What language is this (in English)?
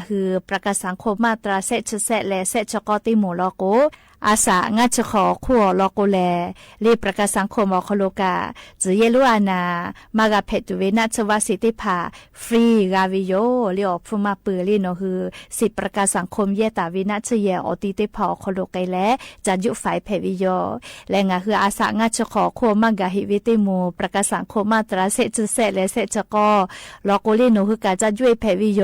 Lahu